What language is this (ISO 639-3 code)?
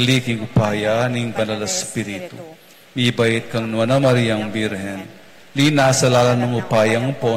pam